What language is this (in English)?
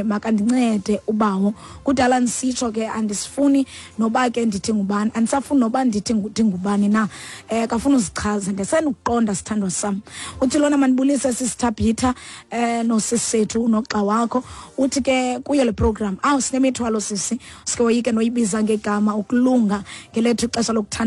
Xhosa